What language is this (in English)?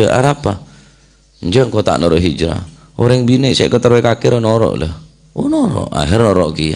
Madurese